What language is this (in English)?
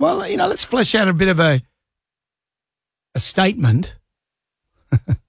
English